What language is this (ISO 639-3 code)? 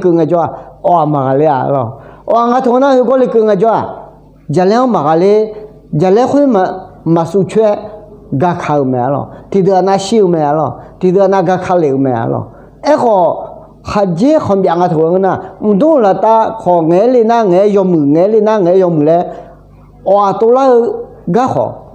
ahk